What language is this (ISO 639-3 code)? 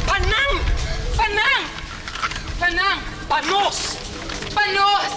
pap